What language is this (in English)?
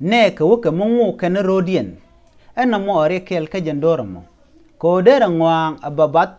Nuer